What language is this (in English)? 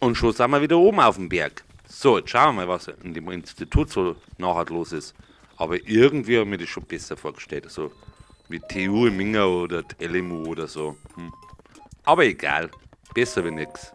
Bavarian